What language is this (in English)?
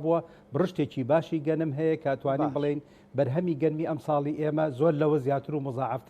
Central Kurdish